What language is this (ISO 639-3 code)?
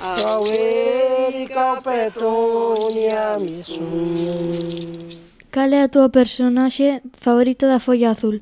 glg